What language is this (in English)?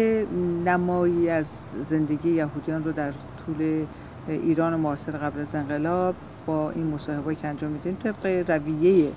Persian